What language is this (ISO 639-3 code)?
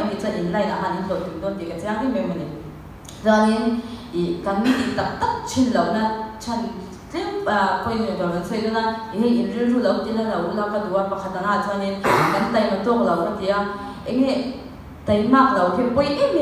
lus